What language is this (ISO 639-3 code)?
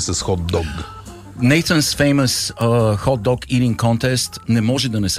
bul